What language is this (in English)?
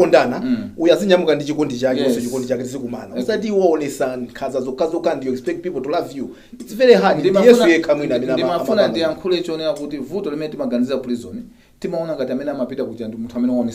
Nyanja